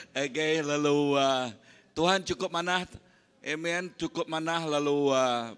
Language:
Iban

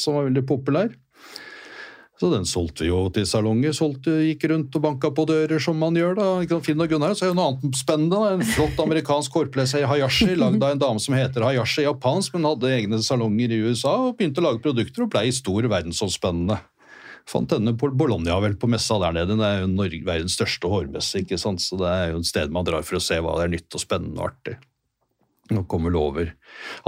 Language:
Norwegian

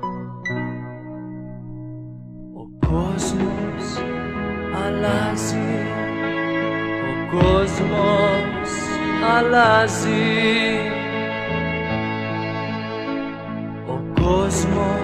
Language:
Greek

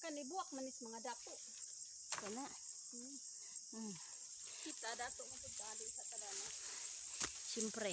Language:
Cebuano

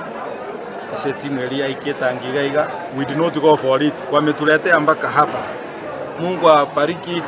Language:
Gusii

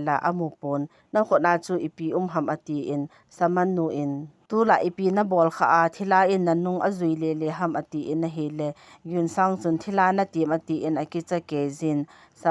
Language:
Thado Chin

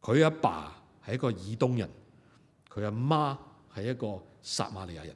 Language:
Cantonese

